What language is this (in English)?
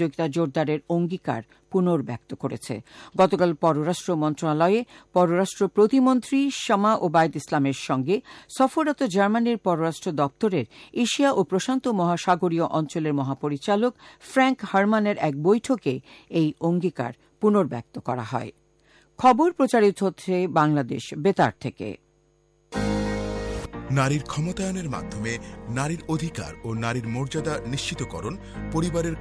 Bangla